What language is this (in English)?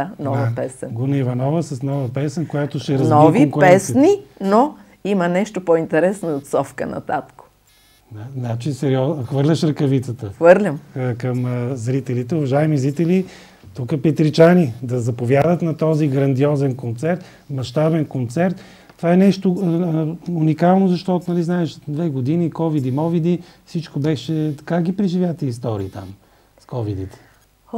Bulgarian